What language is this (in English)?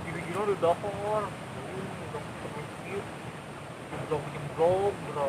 Sundanese